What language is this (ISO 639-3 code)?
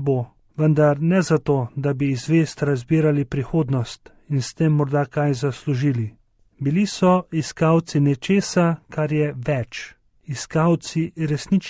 slv